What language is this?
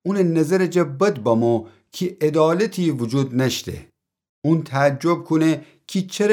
Gilaki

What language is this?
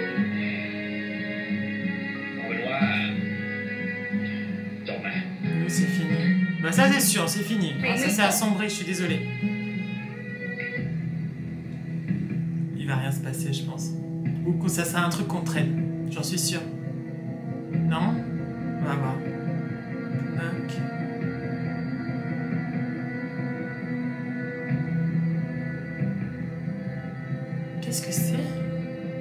French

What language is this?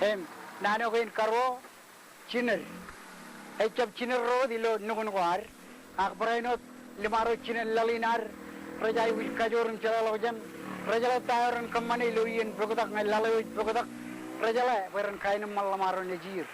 Marshallese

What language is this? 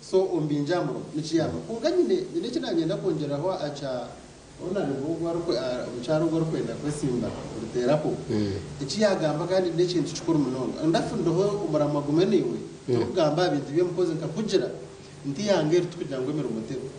Nyankole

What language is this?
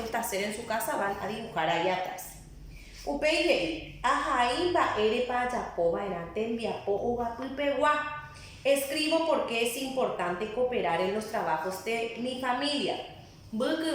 Guarani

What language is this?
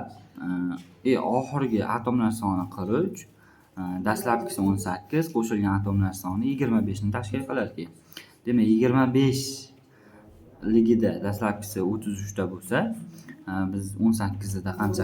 Uzbek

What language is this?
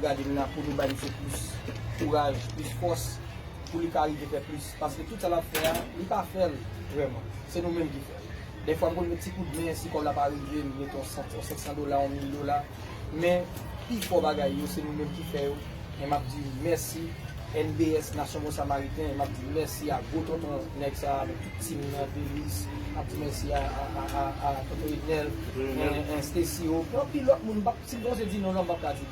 Haitian Creole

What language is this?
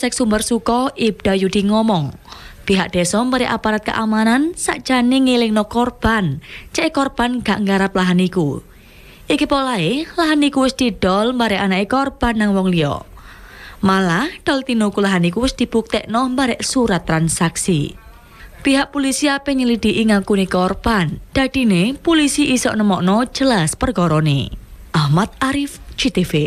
Javanese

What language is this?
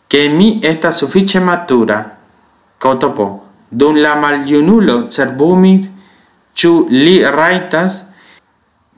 Esperanto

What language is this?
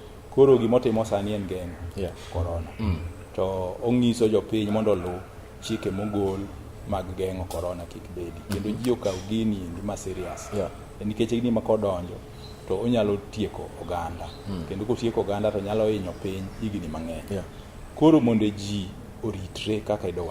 Luo (Kenya and Tanzania)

